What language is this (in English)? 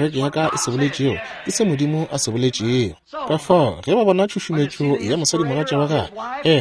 Northern Sotho